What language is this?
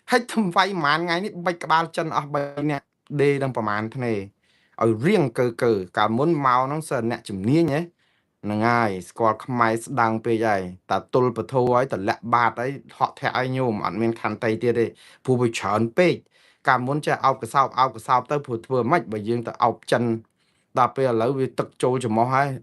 Khmer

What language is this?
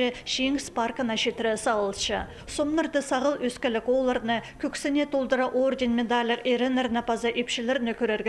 Khakas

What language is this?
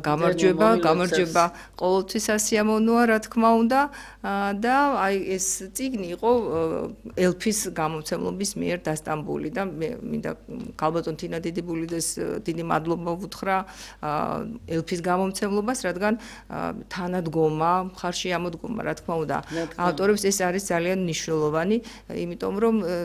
Georgian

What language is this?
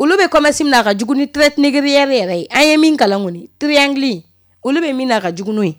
Bambara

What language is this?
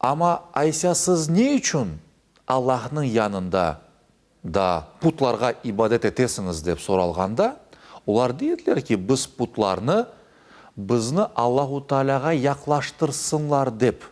Crimean Tatar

